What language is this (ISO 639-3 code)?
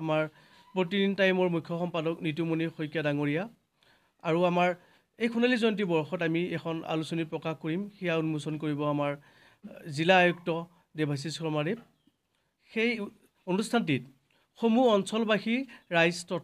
asm